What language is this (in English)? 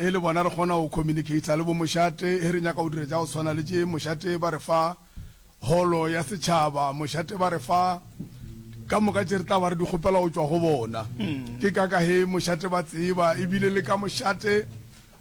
Northern Sotho